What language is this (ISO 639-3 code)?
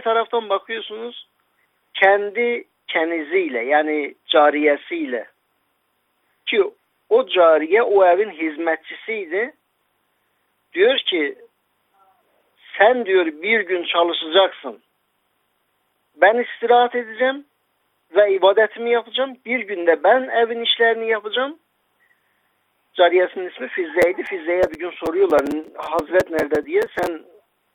tur